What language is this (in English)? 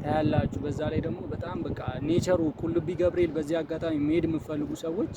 Amharic